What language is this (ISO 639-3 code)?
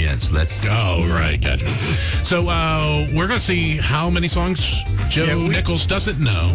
eng